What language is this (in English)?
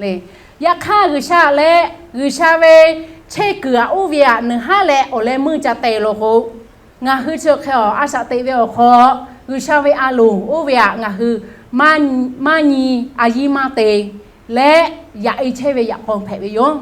Lahu